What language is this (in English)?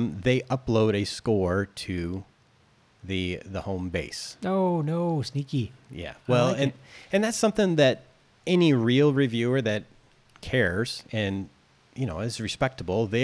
English